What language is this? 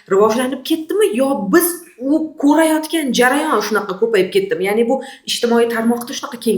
Uzbek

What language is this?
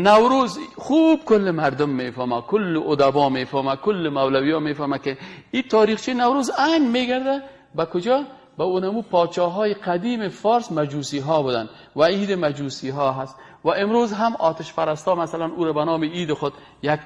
Persian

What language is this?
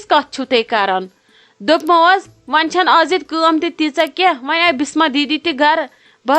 Kashmiri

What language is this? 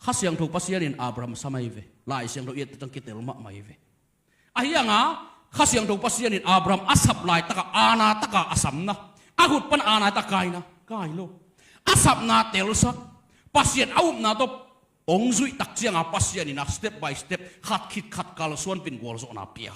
Tedim Chin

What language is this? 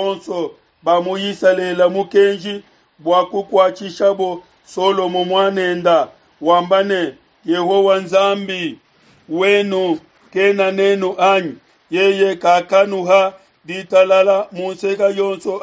Luba-Lulua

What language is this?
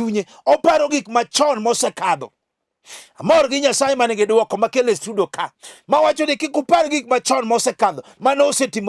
Luo (Kenya and Tanzania)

